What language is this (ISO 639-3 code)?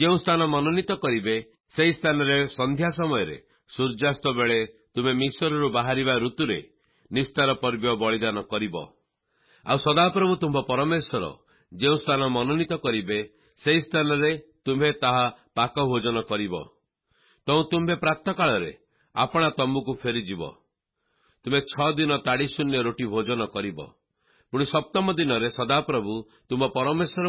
ori